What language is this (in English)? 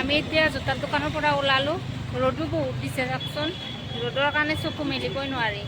Assamese